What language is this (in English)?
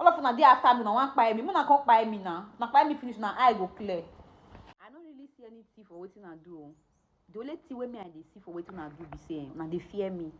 Nigerian Pidgin